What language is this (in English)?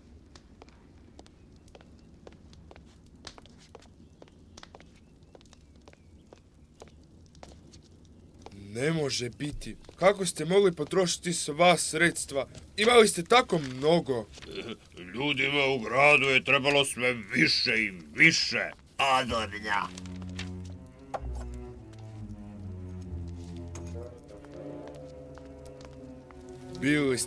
Croatian